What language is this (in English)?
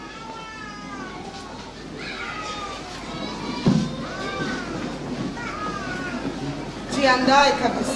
Swahili